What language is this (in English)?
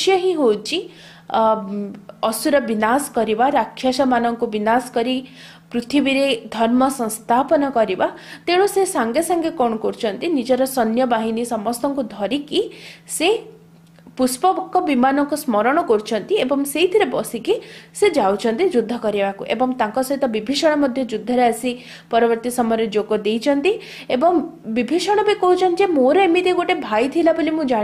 Odia